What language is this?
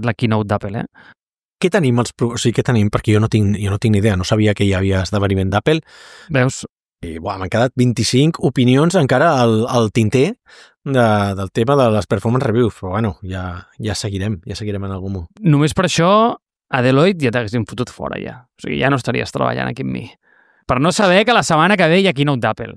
Catalan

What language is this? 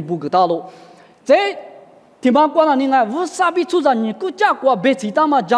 Lisu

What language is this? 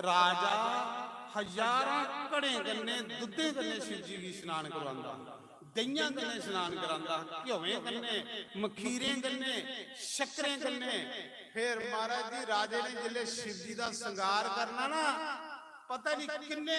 Dogri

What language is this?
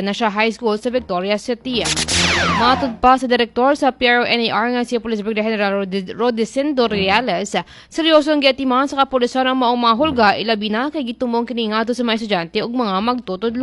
Cebuano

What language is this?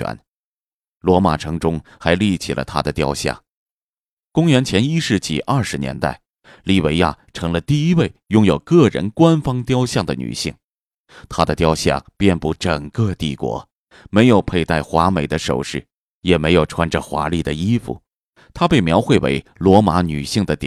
Chinese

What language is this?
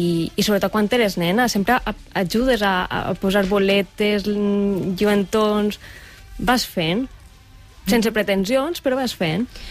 Catalan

